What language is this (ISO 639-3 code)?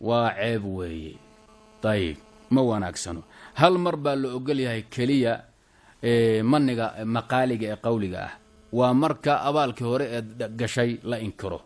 som